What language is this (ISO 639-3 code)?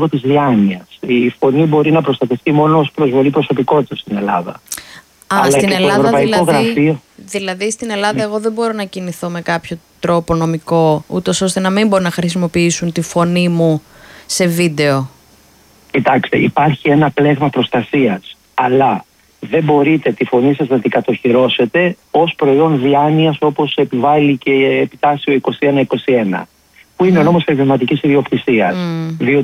ell